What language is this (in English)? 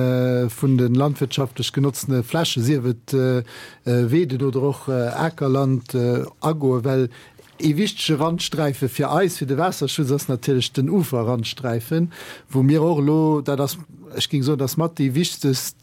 Luxembourgish